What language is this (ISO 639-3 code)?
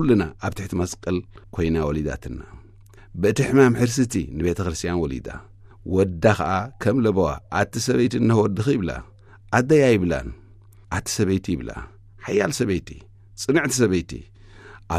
tir